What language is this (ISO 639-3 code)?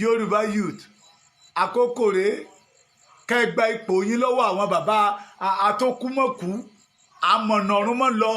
yor